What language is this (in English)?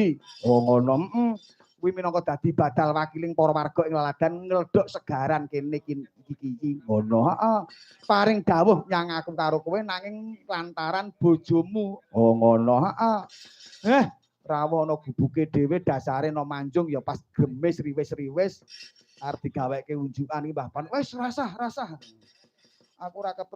Javanese